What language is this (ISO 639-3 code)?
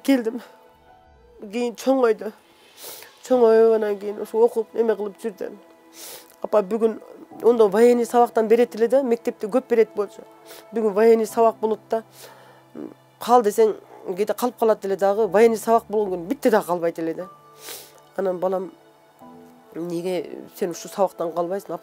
kir